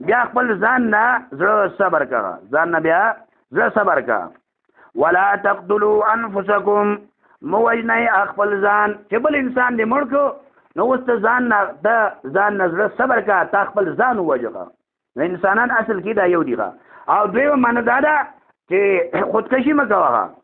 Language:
Pashto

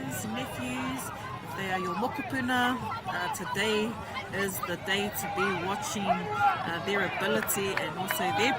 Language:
Māori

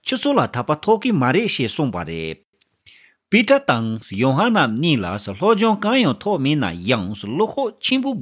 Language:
Tibetan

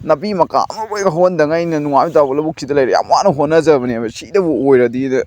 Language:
Manipuri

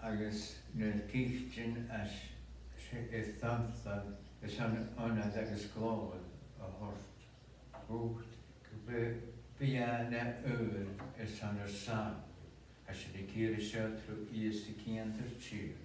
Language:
Scottish Gaelic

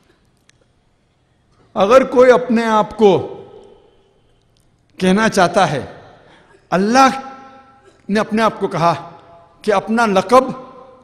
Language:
Urdu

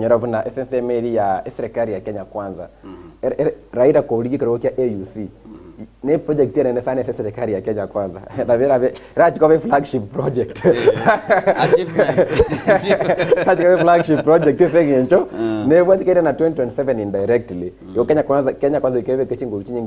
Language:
Gusii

